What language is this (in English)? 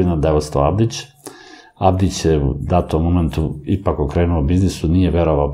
Serbian